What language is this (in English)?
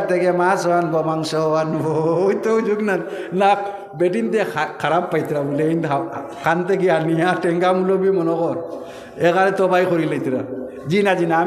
Sylheti